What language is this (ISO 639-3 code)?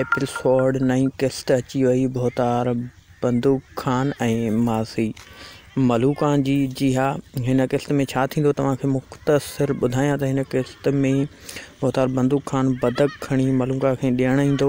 snd